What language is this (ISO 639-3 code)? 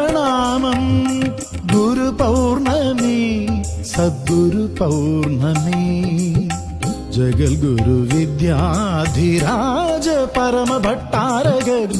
mal